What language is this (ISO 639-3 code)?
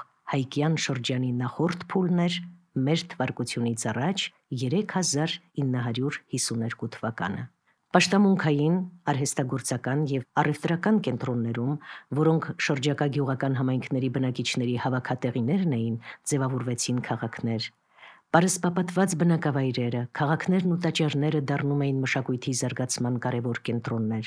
hye